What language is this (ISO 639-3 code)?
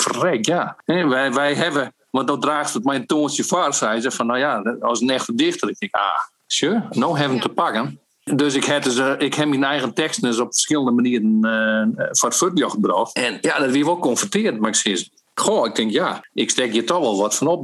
fry